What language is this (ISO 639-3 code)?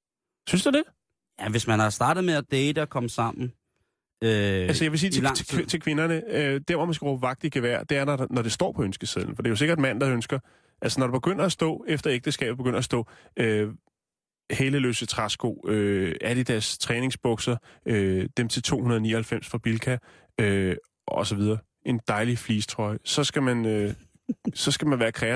dan